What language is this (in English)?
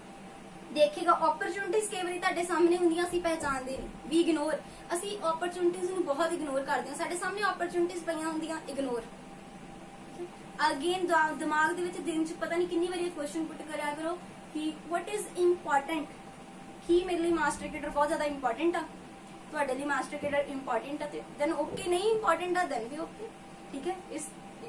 Punjabi